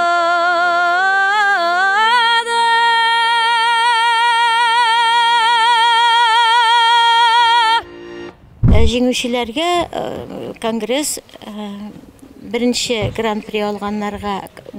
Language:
Tatar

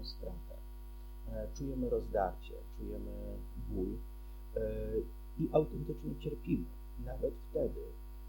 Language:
Polish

